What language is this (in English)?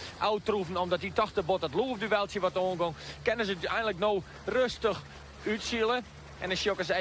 Western Frisian